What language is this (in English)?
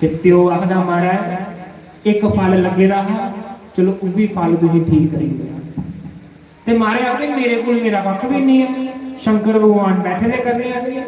Dogri